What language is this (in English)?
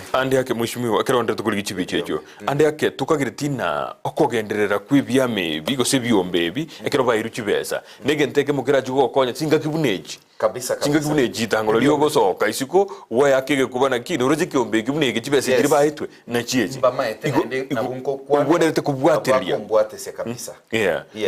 Gusii